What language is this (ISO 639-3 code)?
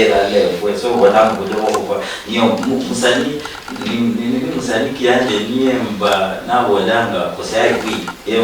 luy